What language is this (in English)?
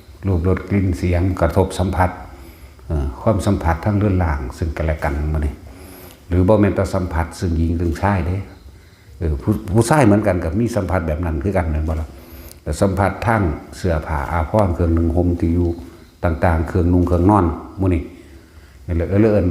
Northeastern Thai